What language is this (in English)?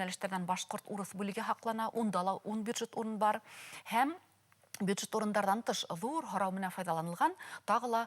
Bashkir